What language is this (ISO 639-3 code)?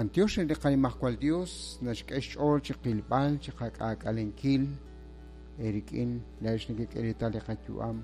kek